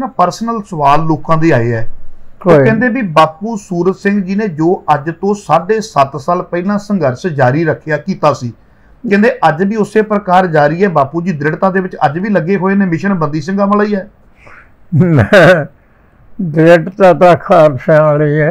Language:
Punjabi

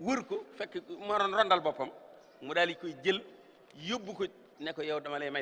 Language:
Wolof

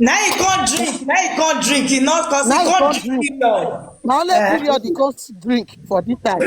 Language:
Nigerian Pidgin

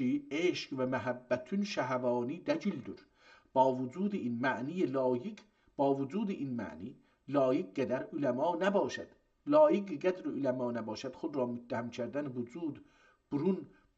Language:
South Azerbaijani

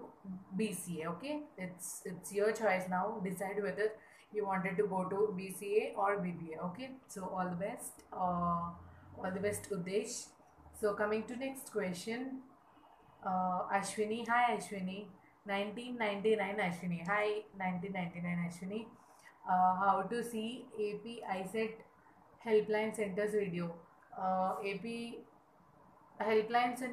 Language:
English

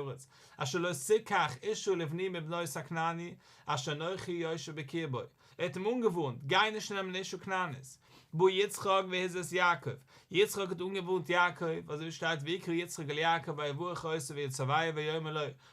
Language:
Yiddish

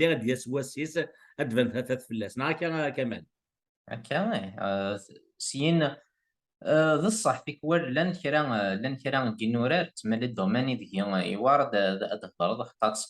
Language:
Kabyle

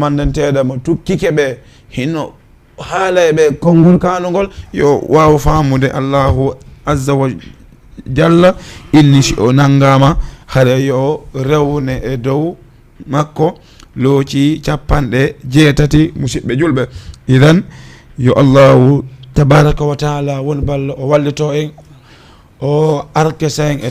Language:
Fula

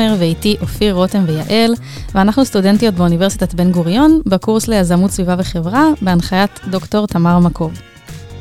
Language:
Hebrew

